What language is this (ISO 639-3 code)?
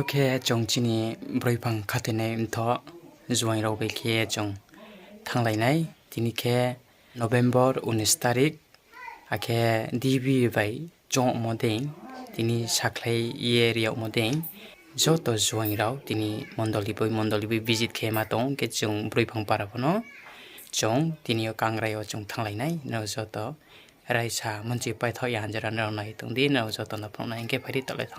ria